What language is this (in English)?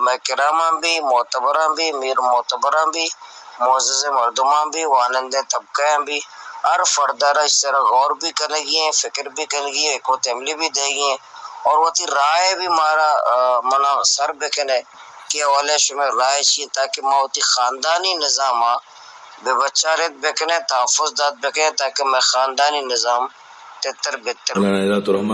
Baluchi